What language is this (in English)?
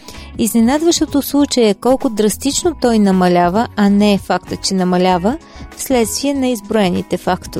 Bulgarian